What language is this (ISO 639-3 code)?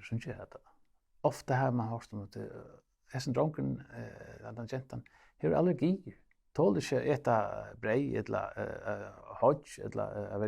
fao